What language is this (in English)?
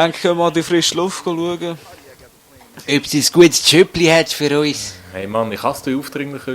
Swiss German